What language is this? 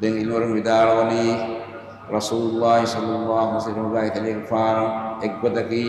Divehi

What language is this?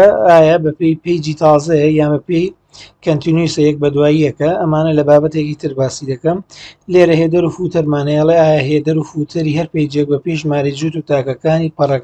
Central Kurdish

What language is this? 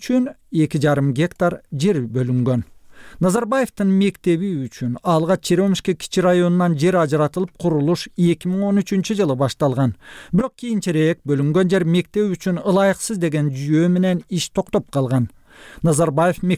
Kyrgyz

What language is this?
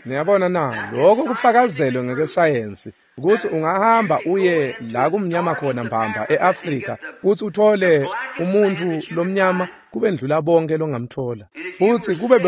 Swati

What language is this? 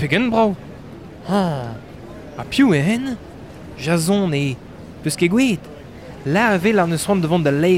Breton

